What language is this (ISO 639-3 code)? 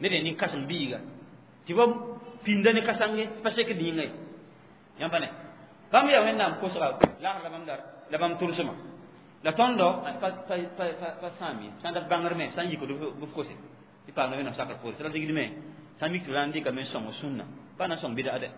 mos